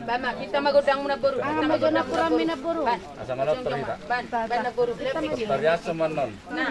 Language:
Batak Toba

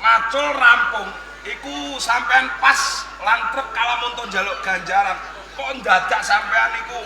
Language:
Javanese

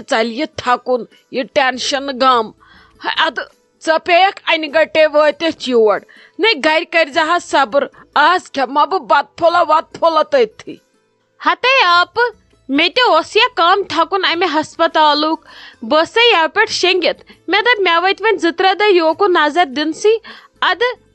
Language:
Kashmiri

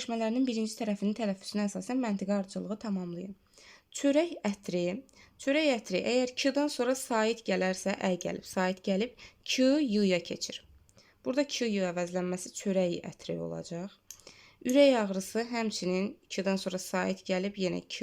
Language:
Azerbaijani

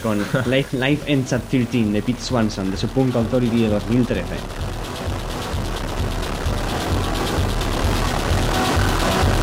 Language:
Spanish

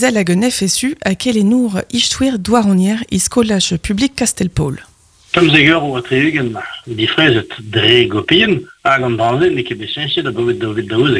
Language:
Breton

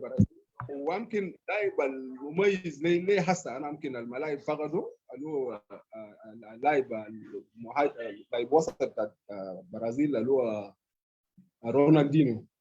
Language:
Sudanese Arabic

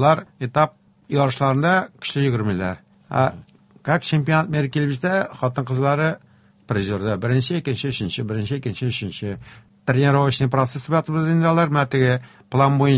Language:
Tatar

